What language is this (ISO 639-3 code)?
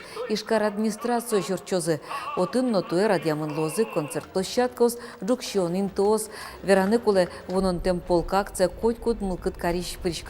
udm